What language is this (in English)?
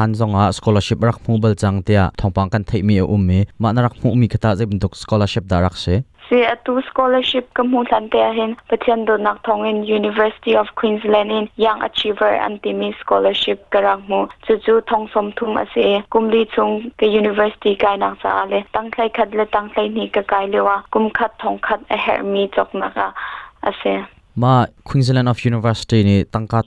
Hakha Chin